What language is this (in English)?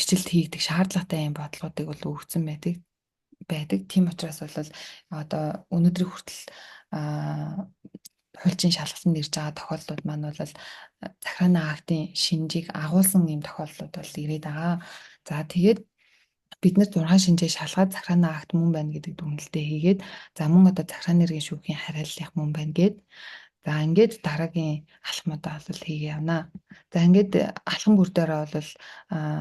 Mongolian